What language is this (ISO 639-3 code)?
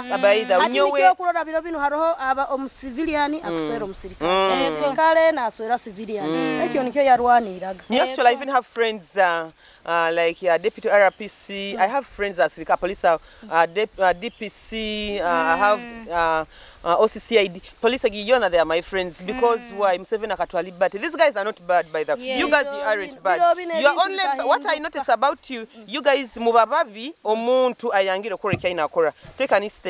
nyo